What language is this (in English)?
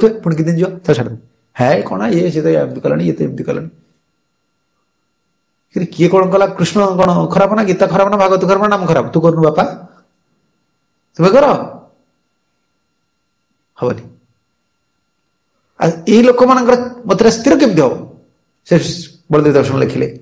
Odia